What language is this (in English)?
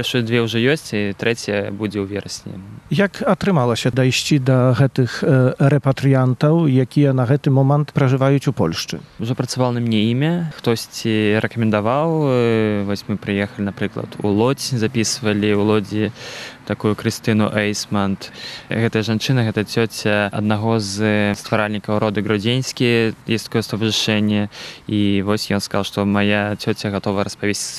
Belarusian